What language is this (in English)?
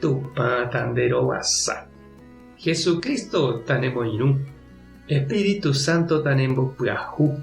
Guarani